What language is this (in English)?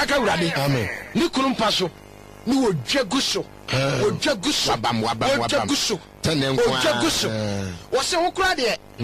Akan